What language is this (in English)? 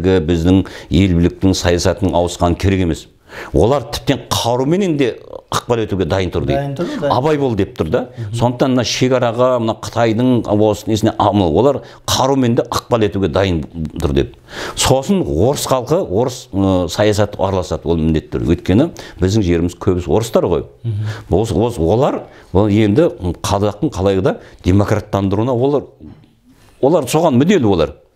Kazakh